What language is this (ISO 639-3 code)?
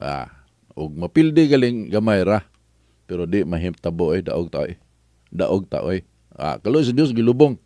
ceb